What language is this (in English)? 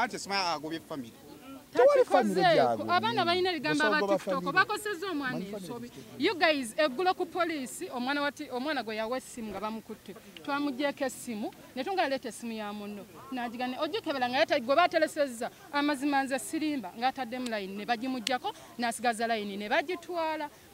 Ganda